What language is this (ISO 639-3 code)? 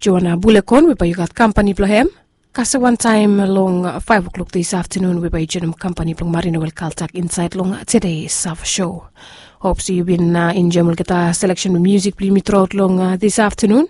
bis